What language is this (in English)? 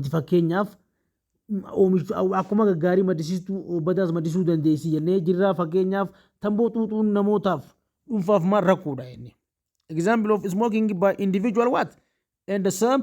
Oromo